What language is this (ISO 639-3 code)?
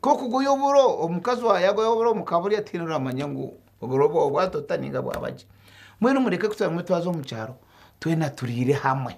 nyn